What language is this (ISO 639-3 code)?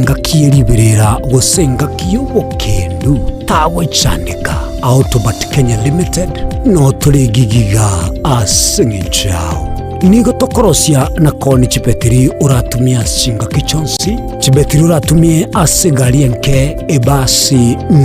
guz